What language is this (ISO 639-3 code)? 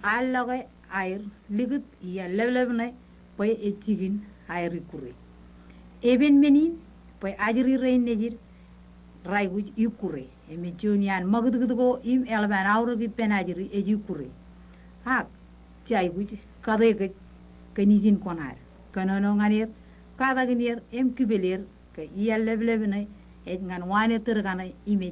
mah